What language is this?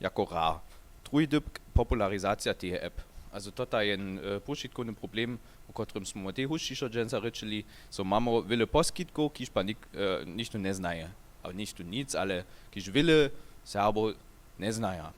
Upper Sorbian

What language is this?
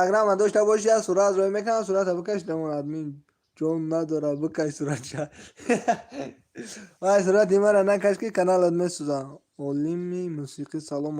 Tajik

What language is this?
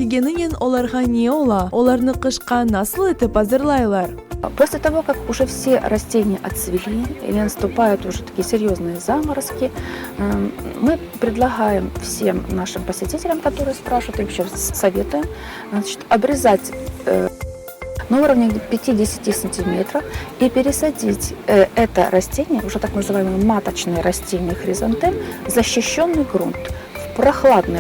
Crimean Tatar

